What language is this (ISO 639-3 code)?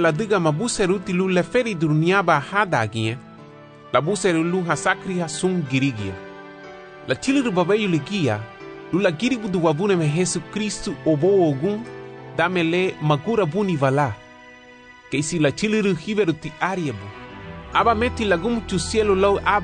cab